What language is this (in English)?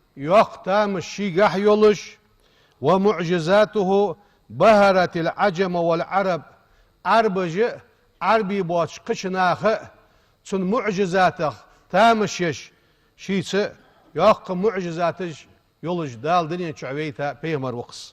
Ingush